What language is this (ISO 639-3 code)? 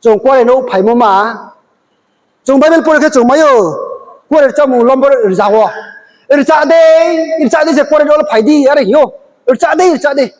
ria